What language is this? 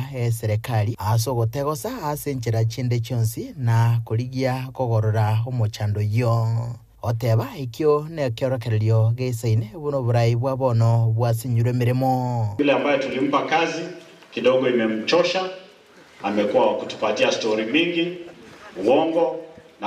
Gusii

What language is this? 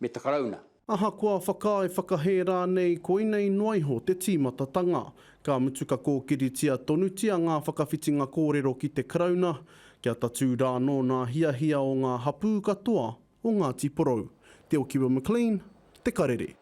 Māori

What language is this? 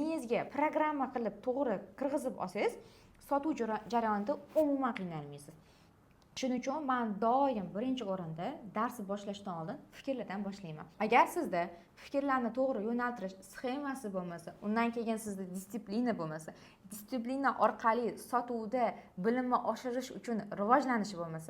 Uzbek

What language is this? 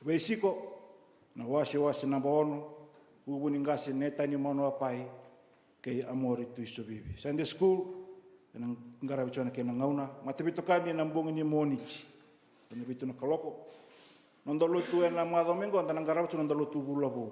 Fijian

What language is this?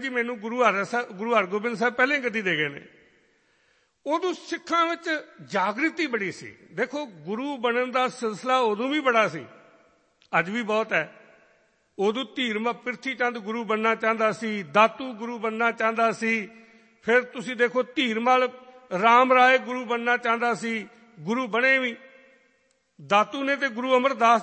Punjabi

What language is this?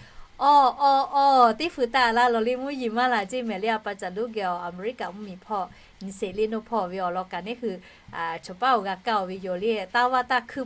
Lahu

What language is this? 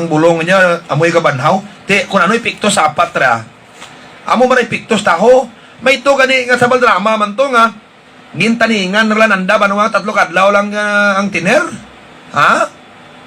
Hiligaynon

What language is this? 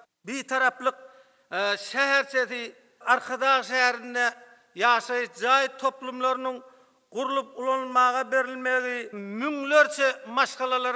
Turkmen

